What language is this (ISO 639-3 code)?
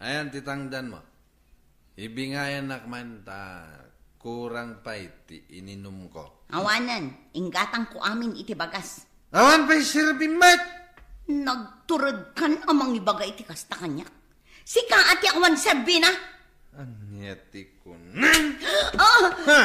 ilo